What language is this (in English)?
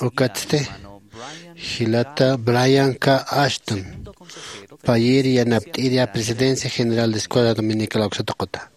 Aymara